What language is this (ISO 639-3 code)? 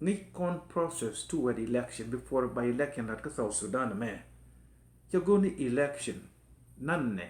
nus